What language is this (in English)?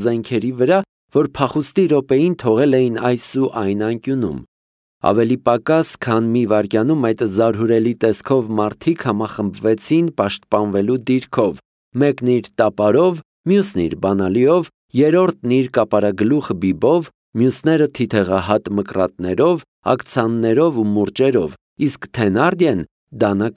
Armenian